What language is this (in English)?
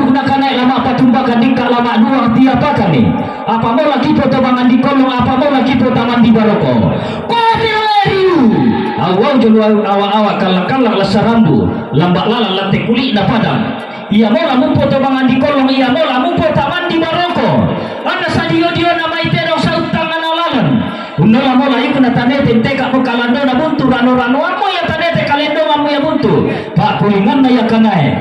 Toraja-Sa'dan